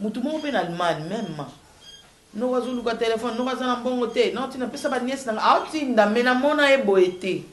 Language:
Lingala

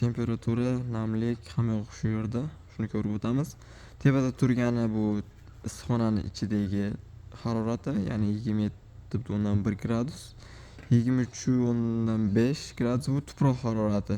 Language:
Uzbek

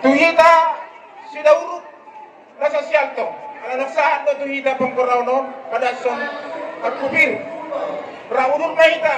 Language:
Batak Toba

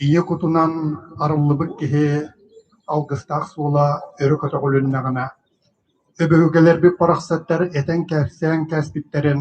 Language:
Yakut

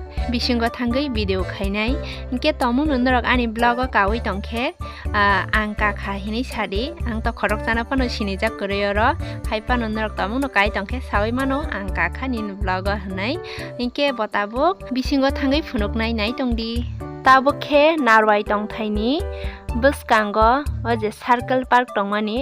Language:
Kok Borok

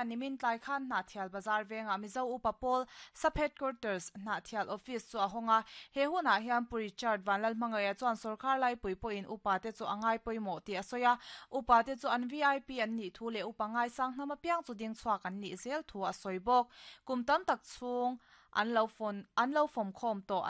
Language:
Mizo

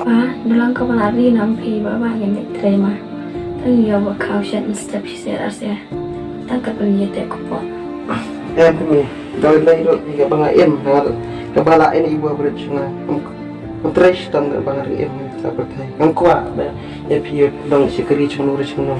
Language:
Khasi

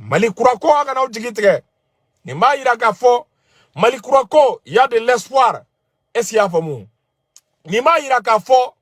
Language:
Bambara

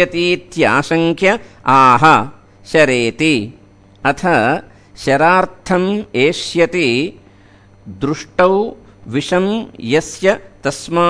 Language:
Sanskrit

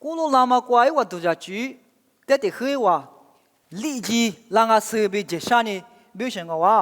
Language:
Lisu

